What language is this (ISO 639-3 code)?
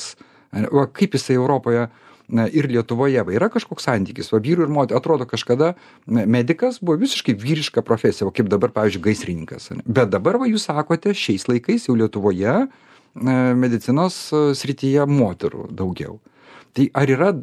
lit